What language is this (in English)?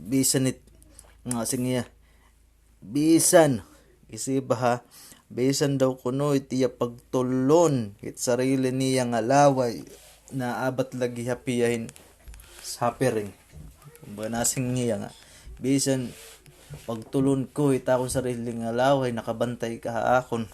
Waray